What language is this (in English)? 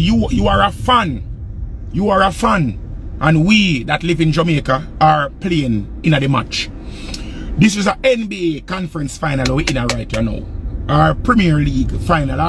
Jamaican Creole English